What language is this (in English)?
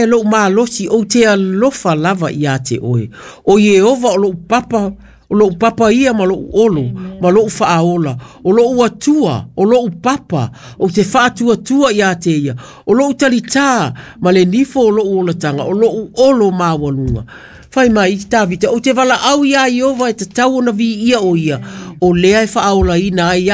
Samoan